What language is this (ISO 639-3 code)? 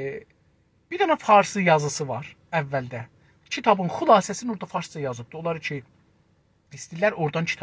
azb